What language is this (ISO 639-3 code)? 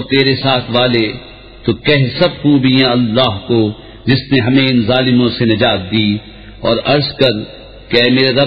urd